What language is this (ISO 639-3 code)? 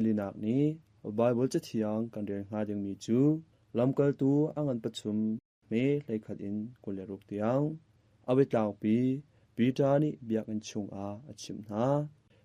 cnh